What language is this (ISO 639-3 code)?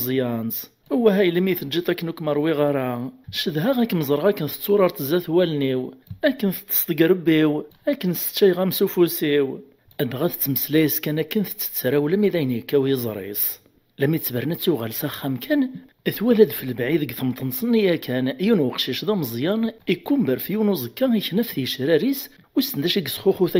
kab